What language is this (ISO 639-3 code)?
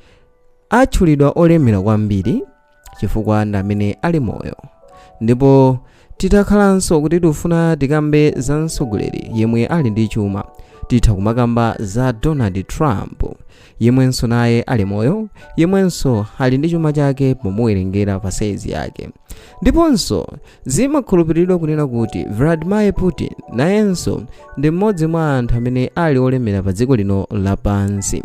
nya